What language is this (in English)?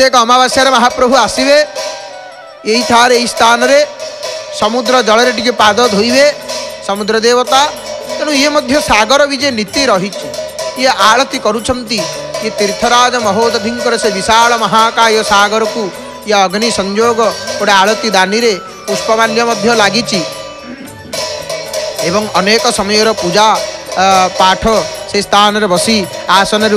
Odia